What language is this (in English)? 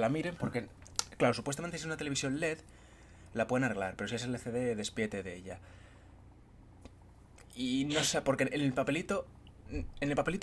Spanish